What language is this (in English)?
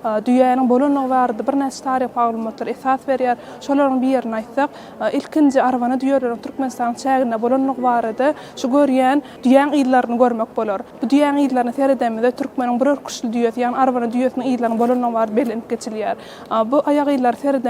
Turkmen